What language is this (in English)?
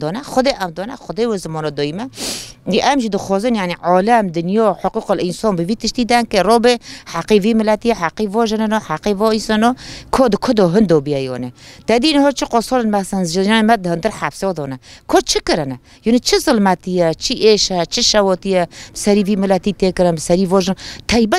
Kurdish